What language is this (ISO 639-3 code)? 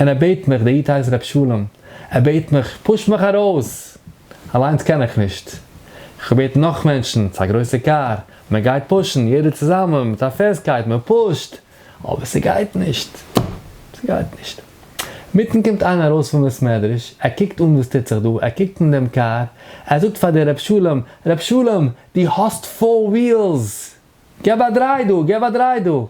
yid